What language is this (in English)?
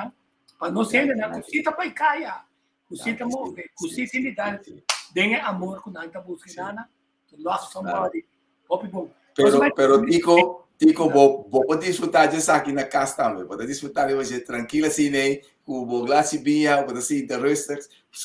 Papiamento